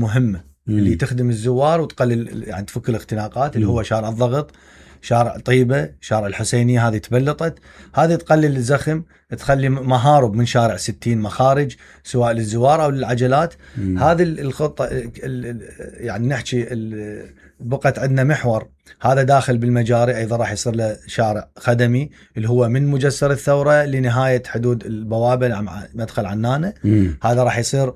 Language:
Mesopotamian Arabic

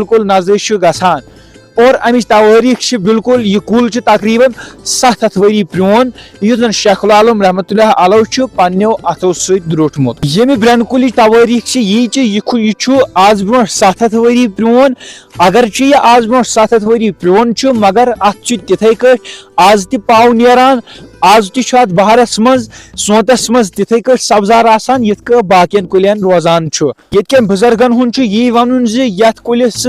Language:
Kashmiri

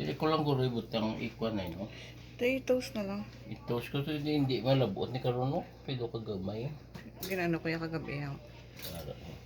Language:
Hiligaynon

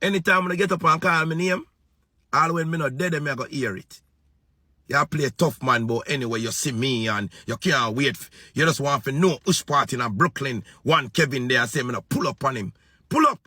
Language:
Jamaican Creole English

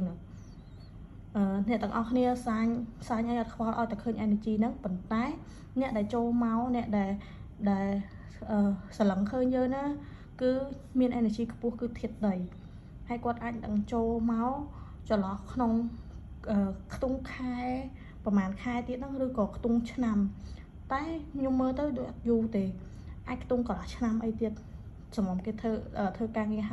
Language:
Khmer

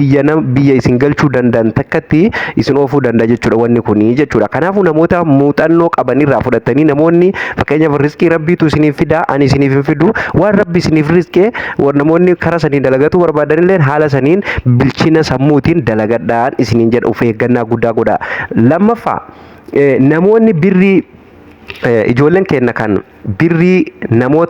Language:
Oromo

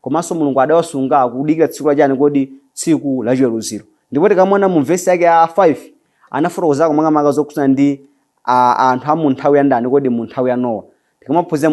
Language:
Nyanja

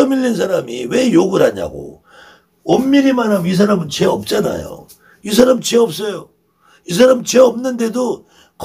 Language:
Korean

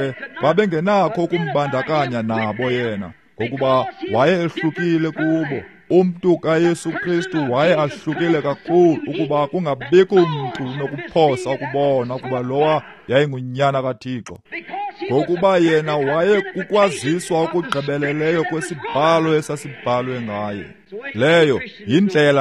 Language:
Xhosa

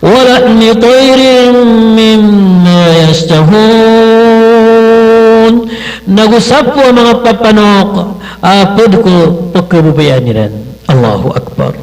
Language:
Maranao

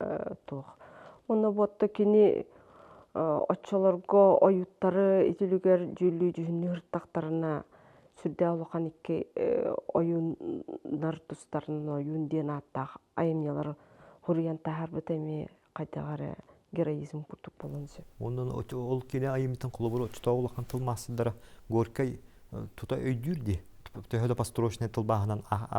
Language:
Yakut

